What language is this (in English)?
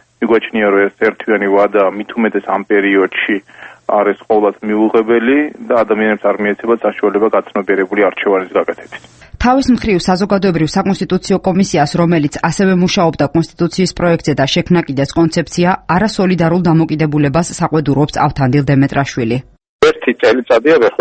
Georgian